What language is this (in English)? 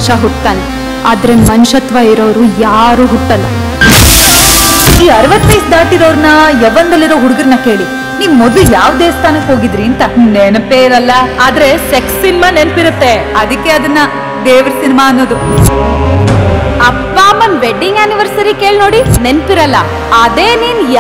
Kannada